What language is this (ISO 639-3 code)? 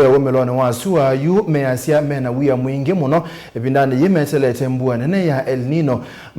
kam